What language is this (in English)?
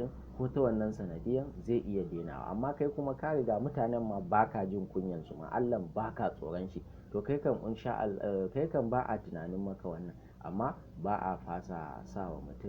Hausa